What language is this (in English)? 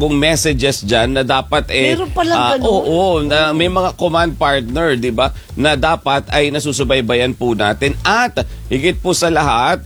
Filipino